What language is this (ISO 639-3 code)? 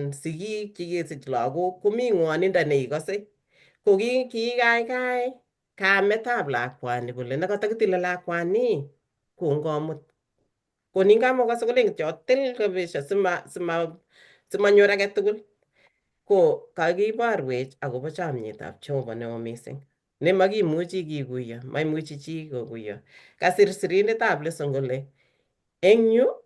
kln